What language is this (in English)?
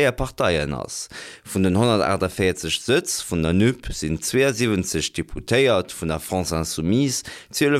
Luxembourgish